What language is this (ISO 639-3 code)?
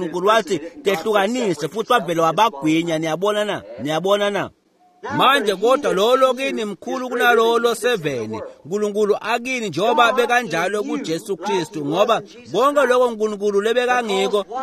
ssw